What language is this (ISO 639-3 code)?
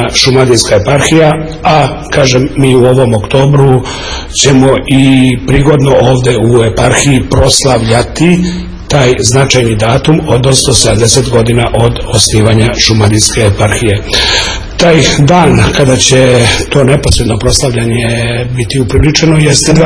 srp